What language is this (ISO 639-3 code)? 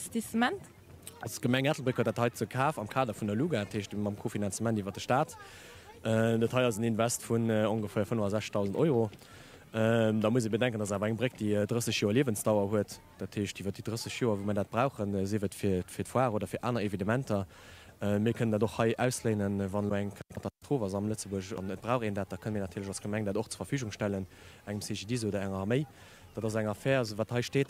ltz